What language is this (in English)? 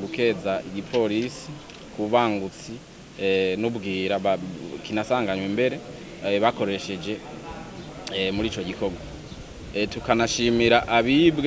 Rundi